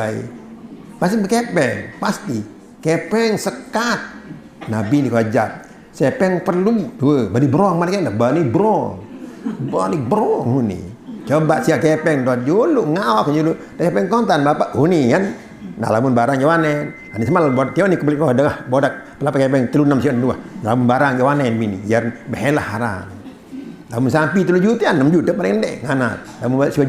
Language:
Sasak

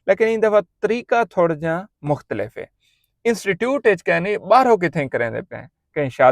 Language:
Saraiki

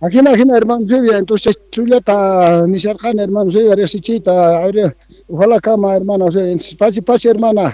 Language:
South Bolivian Quechua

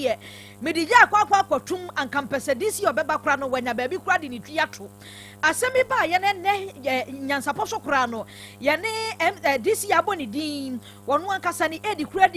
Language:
Akan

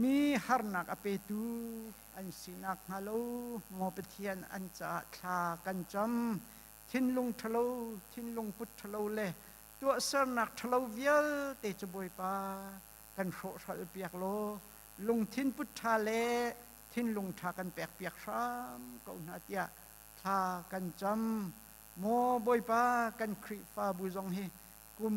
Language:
Hakha Chin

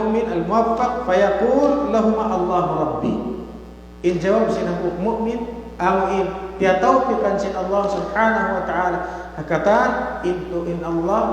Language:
Tausug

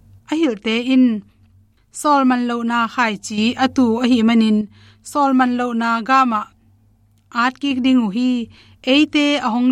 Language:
Tedim Chin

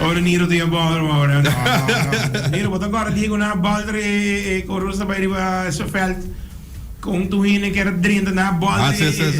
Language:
Papiamento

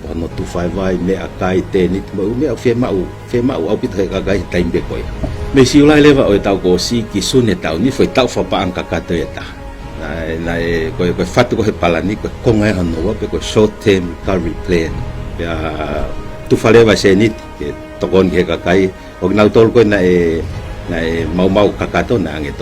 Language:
Tongan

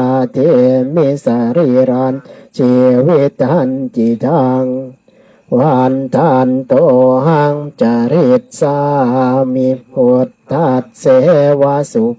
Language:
Pali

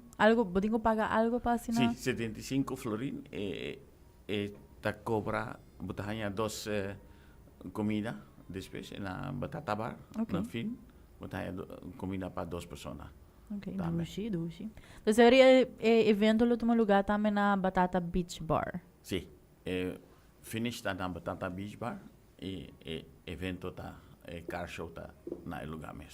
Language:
Papiamento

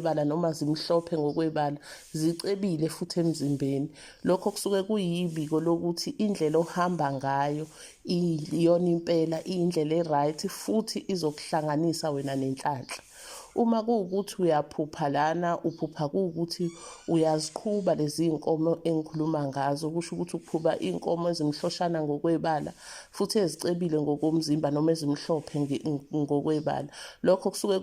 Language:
Zulu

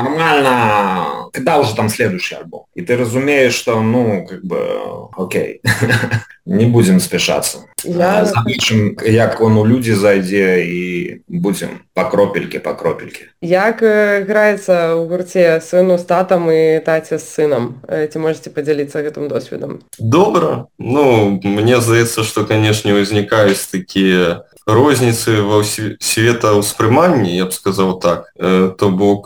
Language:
Belarusian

